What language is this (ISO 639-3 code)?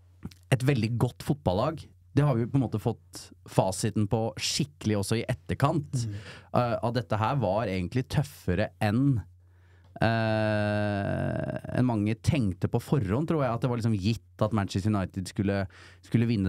nor